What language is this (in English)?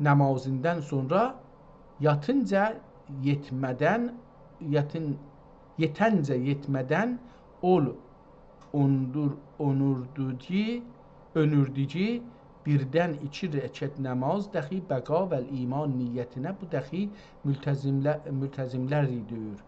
South Azerbaijani